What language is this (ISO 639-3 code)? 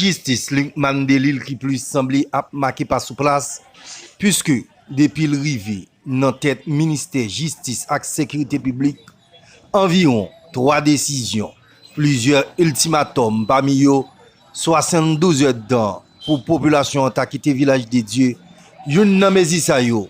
hat